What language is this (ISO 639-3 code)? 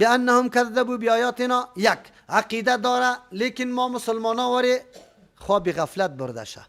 fas